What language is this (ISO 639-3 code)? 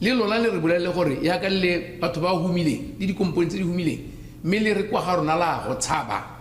tsn